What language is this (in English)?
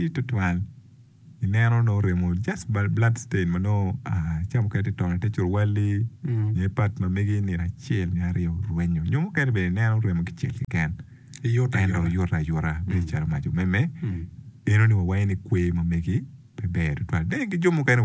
Acoli